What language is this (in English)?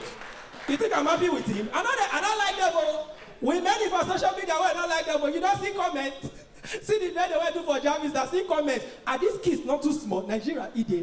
Nigerian Pidgin